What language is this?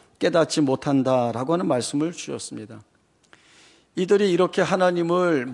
Korean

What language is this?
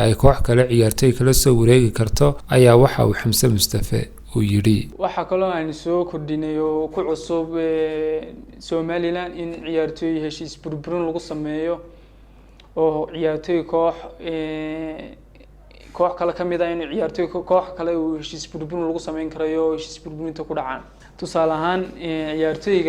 Somali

